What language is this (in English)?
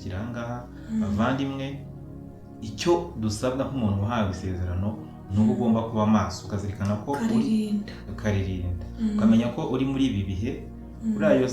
Kinyarwanda